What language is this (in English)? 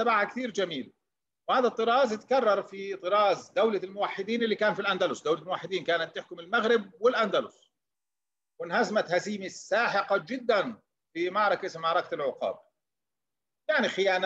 Arabic